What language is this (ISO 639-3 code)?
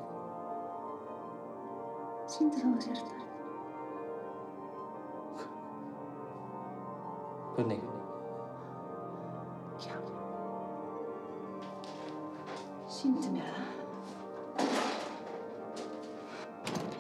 isl